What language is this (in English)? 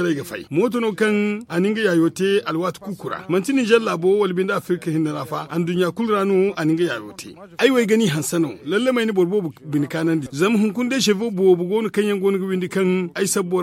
Zarma